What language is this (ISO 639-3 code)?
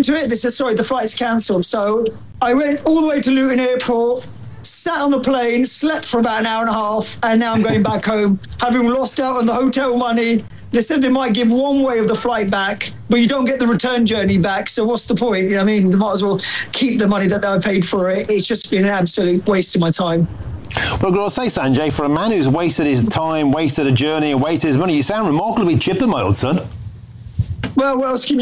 eng